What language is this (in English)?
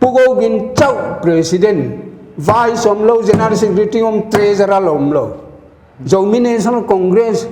Paite Chin